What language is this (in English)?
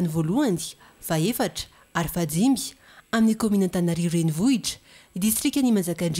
Malagasy